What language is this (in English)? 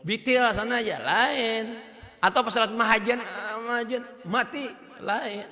Banjar